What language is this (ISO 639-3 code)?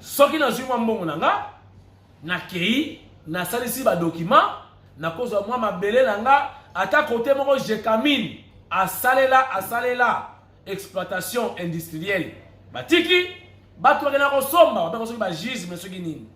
lin